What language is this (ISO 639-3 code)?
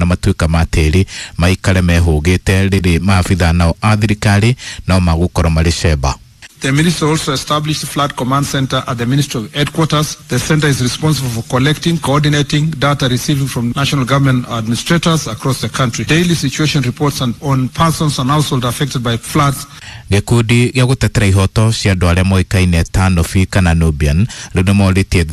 kik